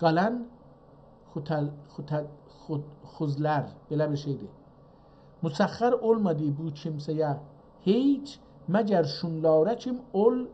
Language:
South Azerbaijani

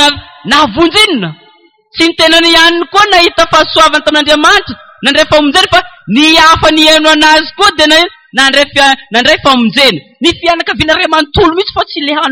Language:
Malagasy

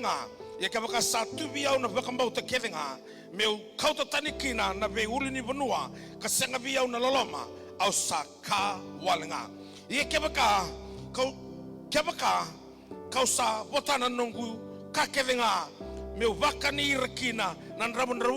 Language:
Fijian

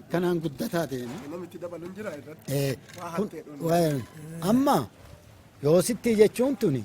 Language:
Oromo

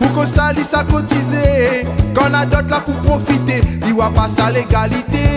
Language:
Réunion Creole French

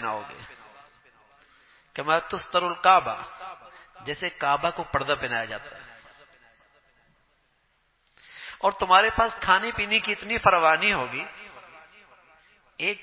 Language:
Urdu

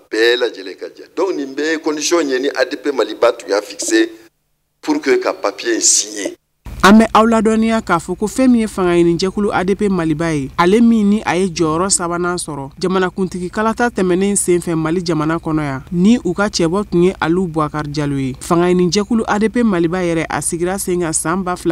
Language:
Bambara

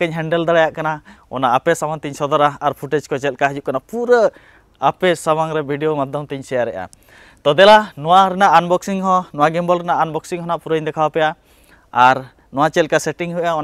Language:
Santali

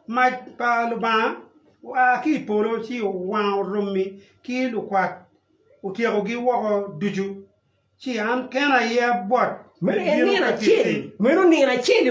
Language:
Acoli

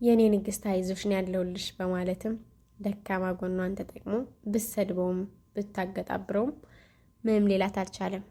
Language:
Amharic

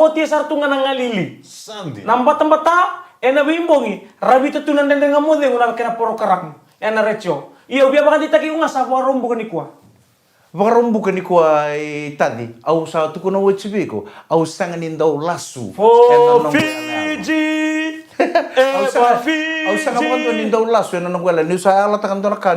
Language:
Fijian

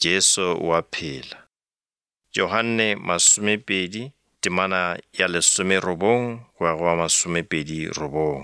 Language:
Northern Sotho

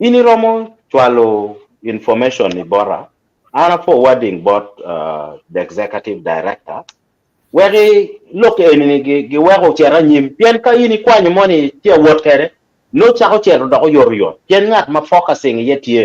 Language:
Acoli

